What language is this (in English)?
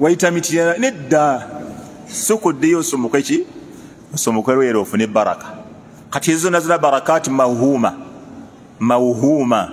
Ganda